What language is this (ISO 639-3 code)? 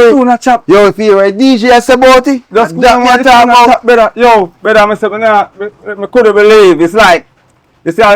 jam